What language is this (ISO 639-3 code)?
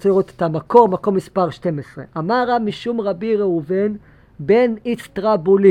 heb